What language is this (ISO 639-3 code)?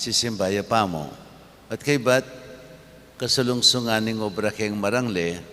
pam